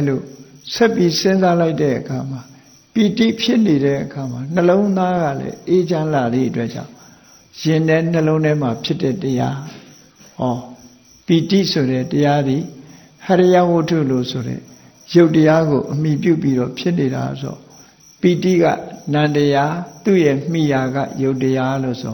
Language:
Burmese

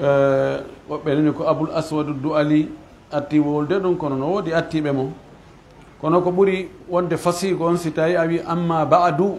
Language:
Pular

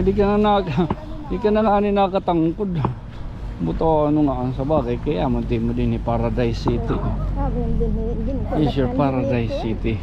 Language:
Waray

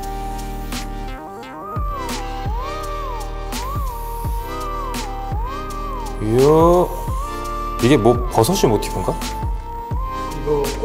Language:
Korean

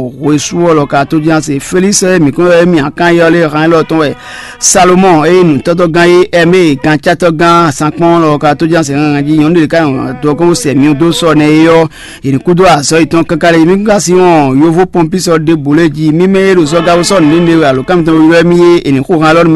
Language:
Fon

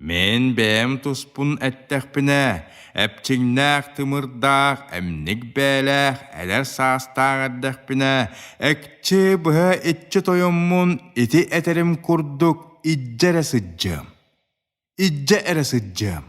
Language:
Yakut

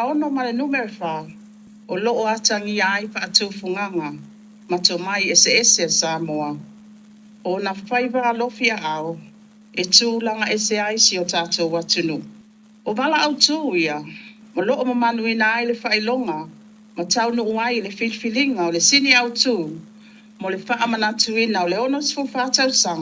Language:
Samoan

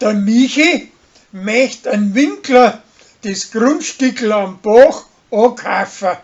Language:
Bavarian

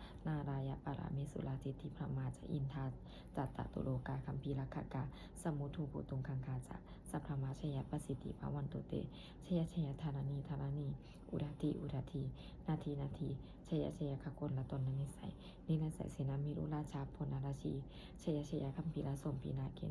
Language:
Pali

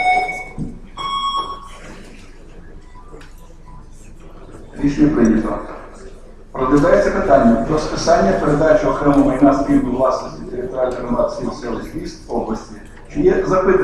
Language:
Ukrainian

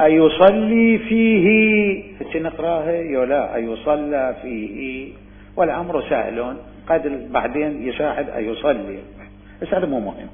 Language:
Mesopotamian Arabic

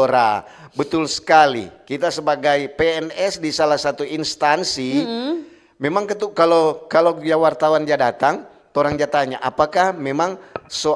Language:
Manado Malay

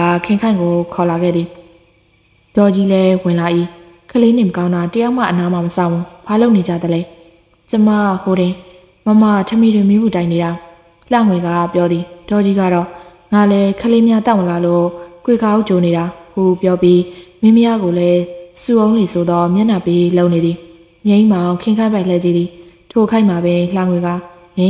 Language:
Burmese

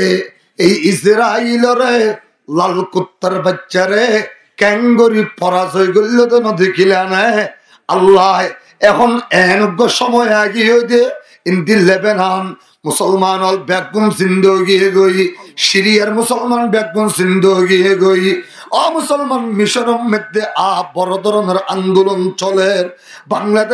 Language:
Rohingya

